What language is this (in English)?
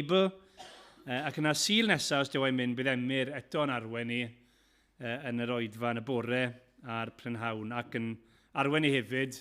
Welsh